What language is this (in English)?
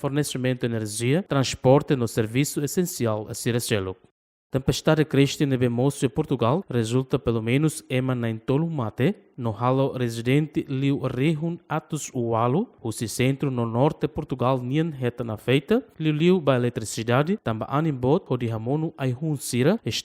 Tetum